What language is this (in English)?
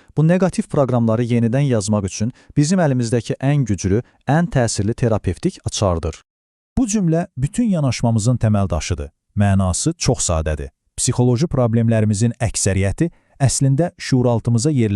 Azerbaijani